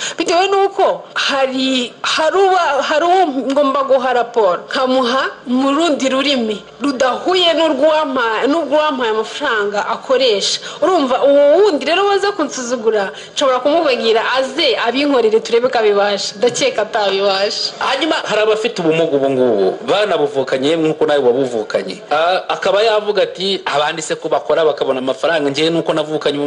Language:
Kinyarwanda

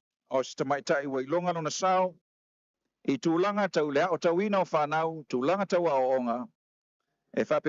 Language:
Samoan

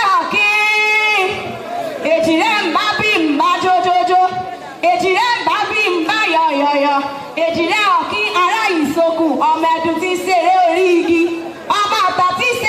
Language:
Yoruba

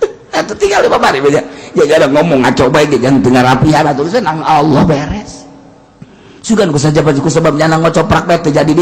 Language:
Sundanese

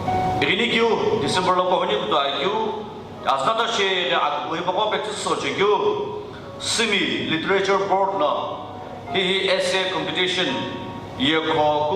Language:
Sumi Naga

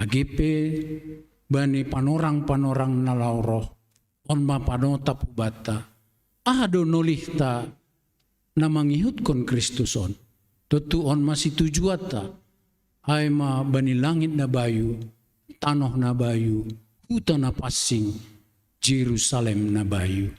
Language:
Batak Simalungun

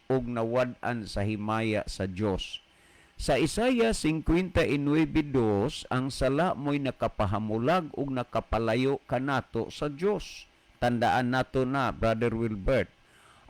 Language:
Cebuano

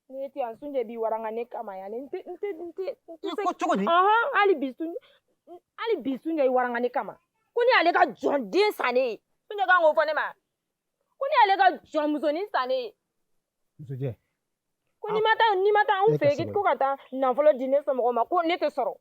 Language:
Bambara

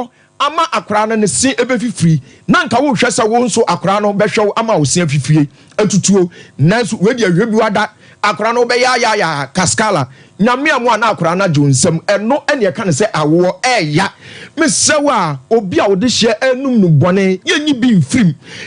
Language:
Akan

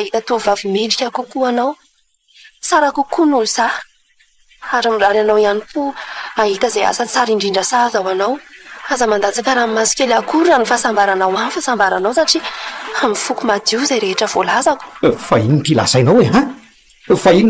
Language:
Malagasy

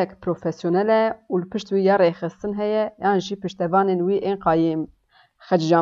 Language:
Kurdish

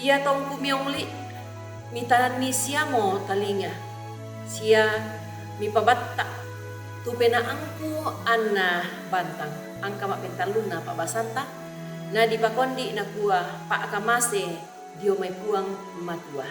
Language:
Toraja-Sa'dan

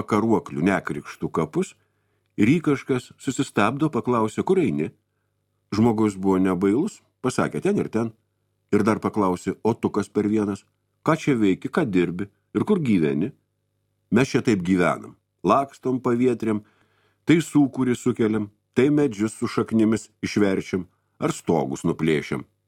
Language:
Lithuanian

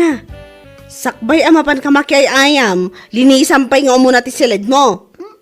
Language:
Iloko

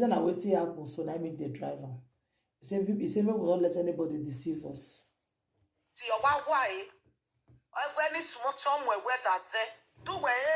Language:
Nigerian Pidgin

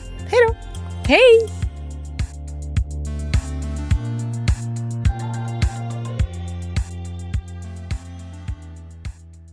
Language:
Swedish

